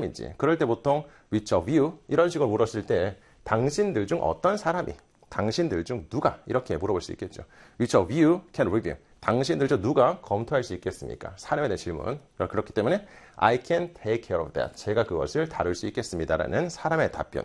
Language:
Korean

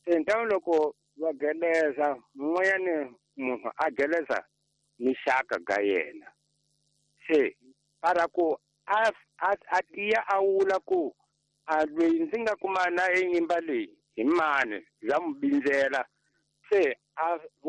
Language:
Tsonga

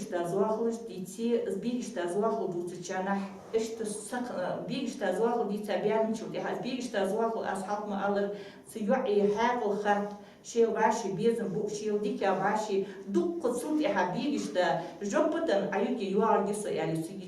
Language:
Ingush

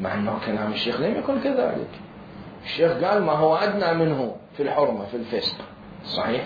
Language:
Mesopotamian Arabic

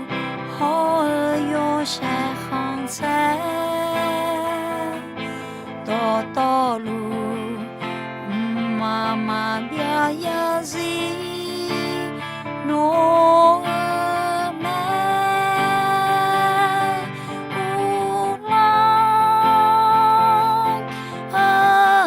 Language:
Akha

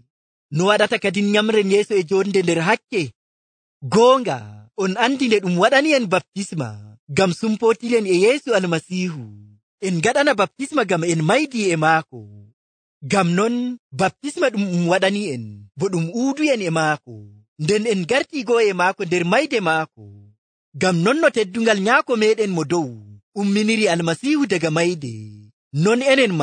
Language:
Nigerian Fulfulde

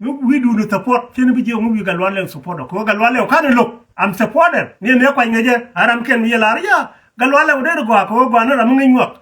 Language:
Nuer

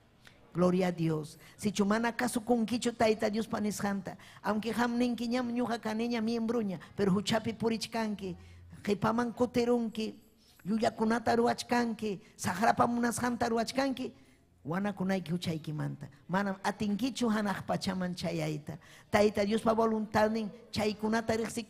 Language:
Ayacucho Quechua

